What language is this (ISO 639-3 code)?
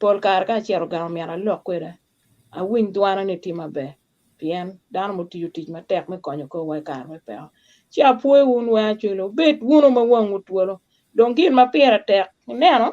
ach